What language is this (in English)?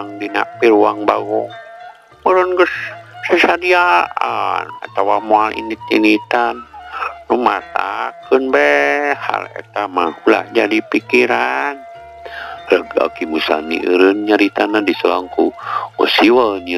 Sundanese